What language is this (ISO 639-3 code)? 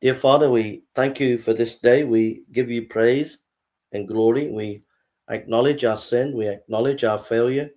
eng